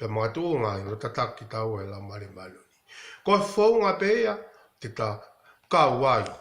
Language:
Tongan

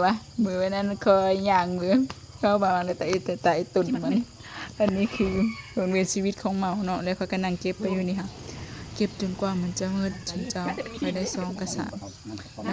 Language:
Lao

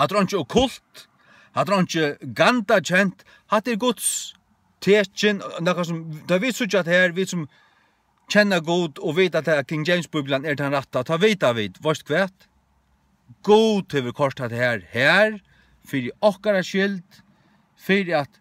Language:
Faroese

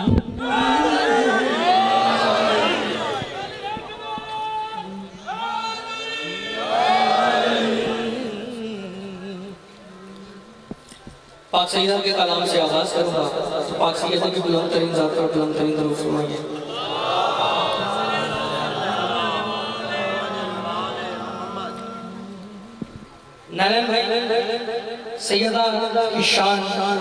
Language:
Urdu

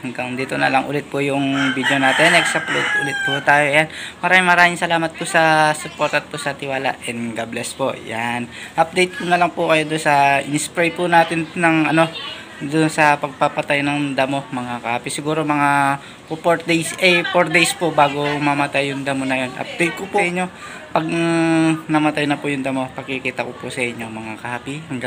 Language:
Filipino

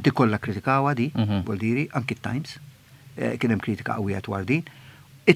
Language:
Maltese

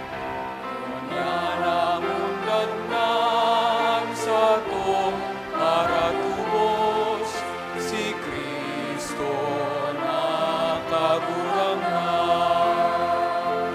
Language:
Bikol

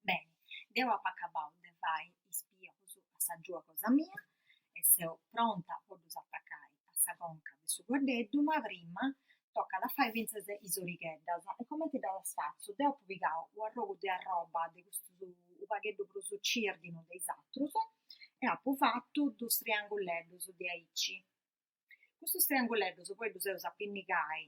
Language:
Sardinian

